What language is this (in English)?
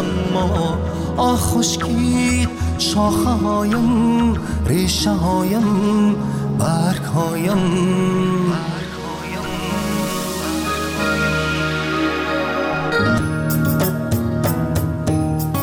Persian